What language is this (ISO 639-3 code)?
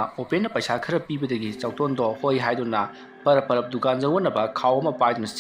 mni